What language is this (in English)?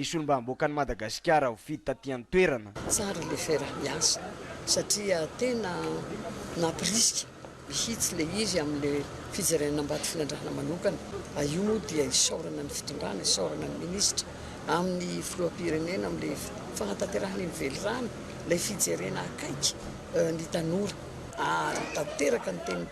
Malagasy